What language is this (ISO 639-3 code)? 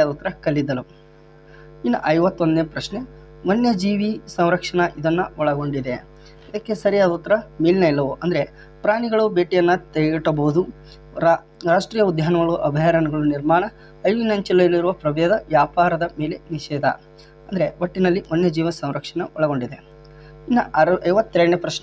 kan